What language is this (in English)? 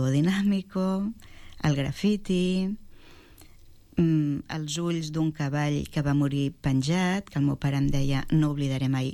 Catalan